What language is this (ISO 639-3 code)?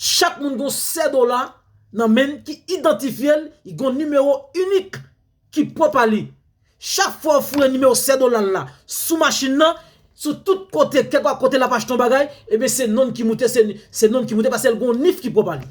hat